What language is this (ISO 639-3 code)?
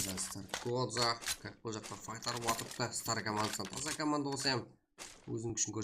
kaa